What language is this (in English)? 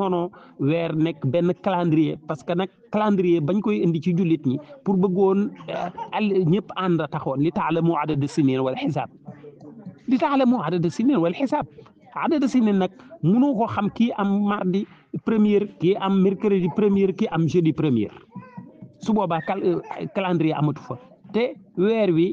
Wolof